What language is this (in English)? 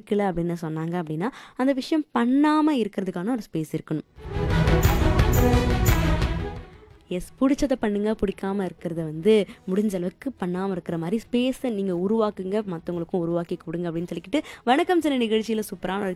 Tamil